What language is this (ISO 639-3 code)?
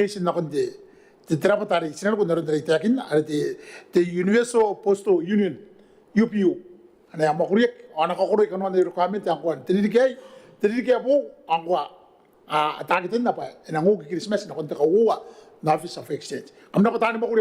gil